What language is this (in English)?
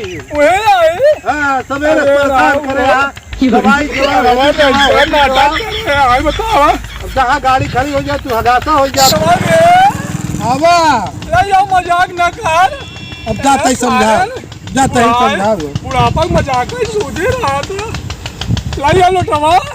Awadhi